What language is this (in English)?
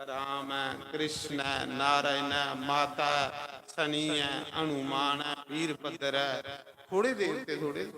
Dogri